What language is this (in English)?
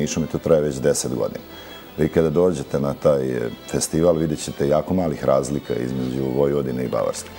Serbian